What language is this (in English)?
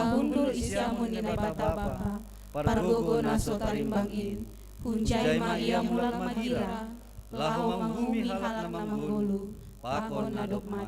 Batak Simalungun